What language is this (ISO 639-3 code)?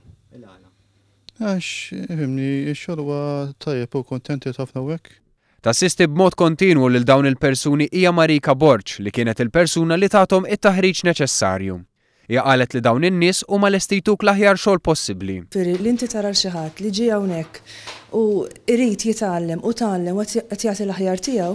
mlt